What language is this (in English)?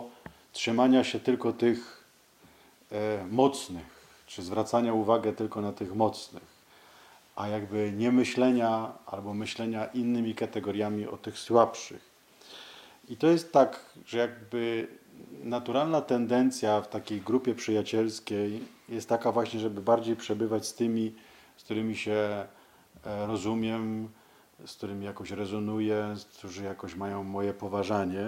Polish